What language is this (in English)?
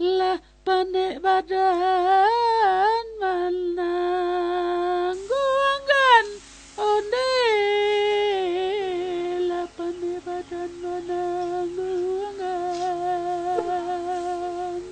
Minangkabau